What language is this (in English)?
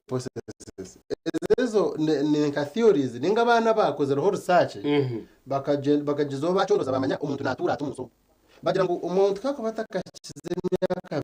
Nyankole